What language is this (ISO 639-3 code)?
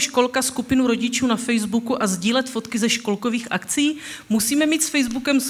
ces